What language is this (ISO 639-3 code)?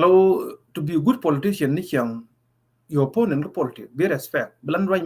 nus